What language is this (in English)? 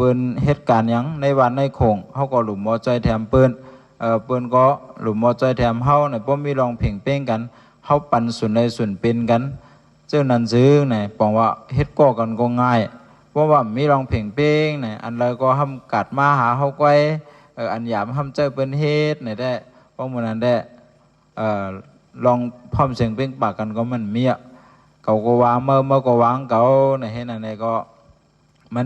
Shan